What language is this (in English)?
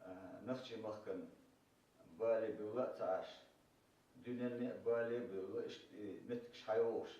Chechen